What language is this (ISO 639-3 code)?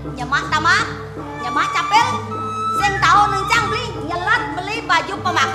ban